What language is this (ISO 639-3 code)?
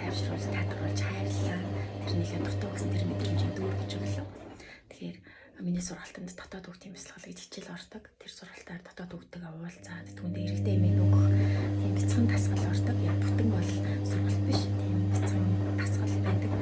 mon